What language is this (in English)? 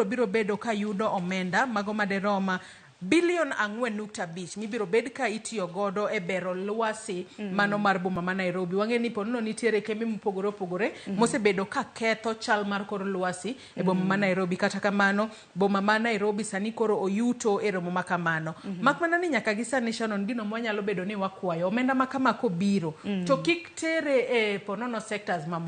Luo (Kenya and Tanzania)